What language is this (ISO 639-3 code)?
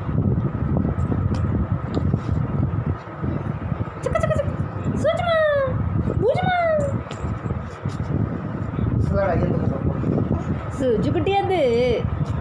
tam